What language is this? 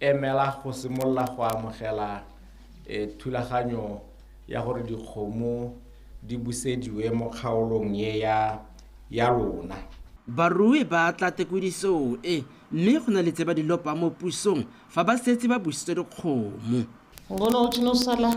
Tswana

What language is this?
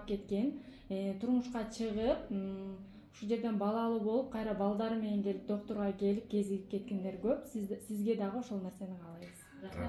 Kyrgyz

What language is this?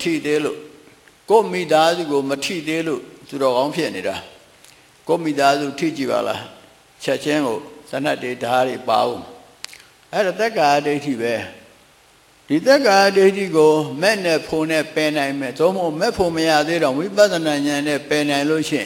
Burmese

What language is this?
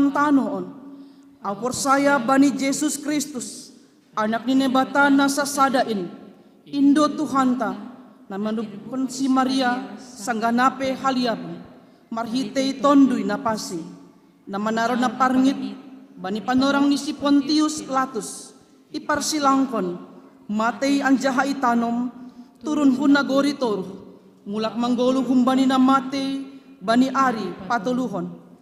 Batak Simalungun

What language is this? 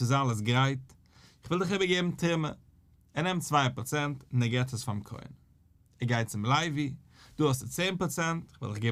Yiddish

